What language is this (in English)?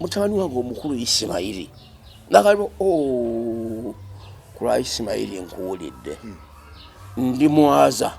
Ganda